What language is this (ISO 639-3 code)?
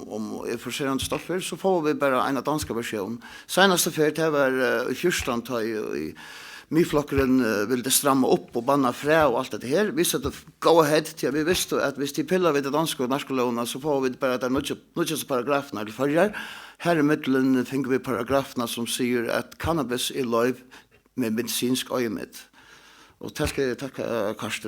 fao